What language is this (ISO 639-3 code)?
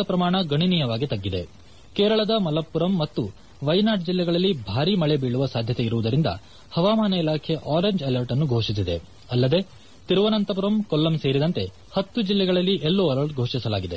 kan